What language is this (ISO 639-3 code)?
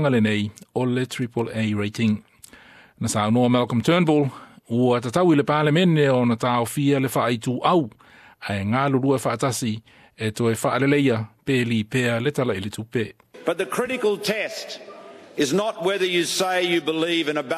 smo